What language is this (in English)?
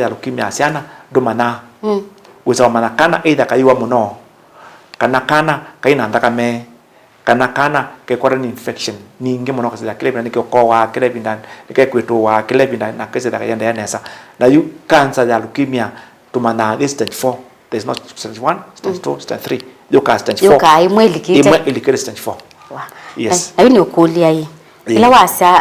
Kamba